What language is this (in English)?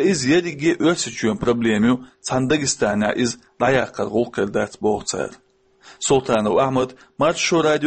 Chechen